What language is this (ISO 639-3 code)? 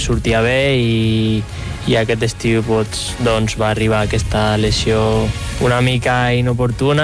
cat